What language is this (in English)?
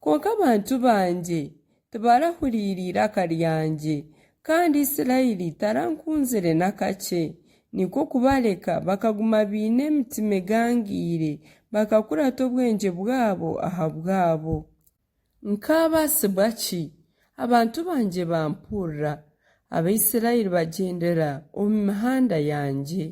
Nyankole